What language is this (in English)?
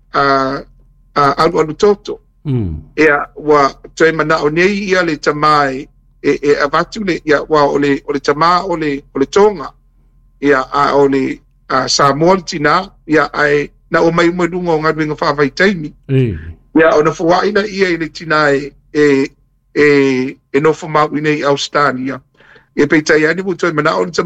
Samoan